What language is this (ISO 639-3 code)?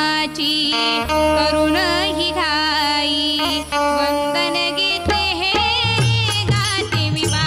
mar